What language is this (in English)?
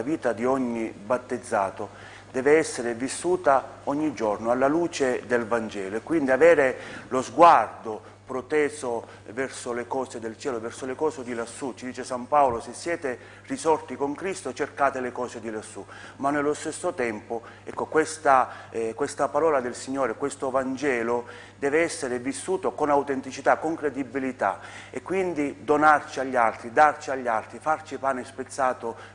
Italian